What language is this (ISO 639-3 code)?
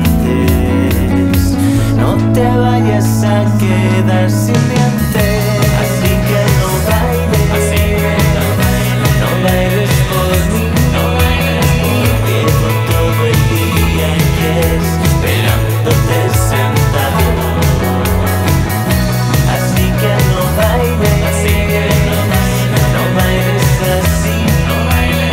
spa